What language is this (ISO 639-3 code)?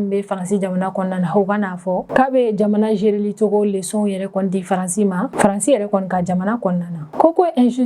bam